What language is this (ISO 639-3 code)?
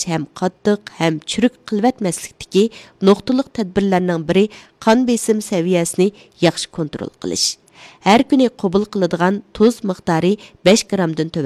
uig